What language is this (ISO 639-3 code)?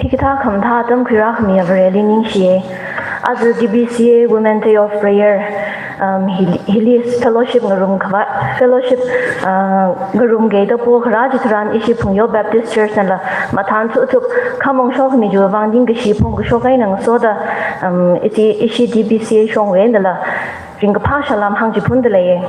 nmf